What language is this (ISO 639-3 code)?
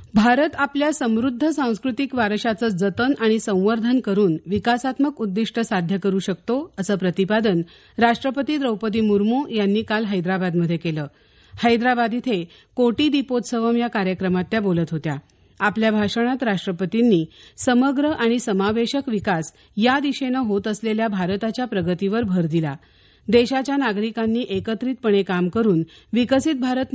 mar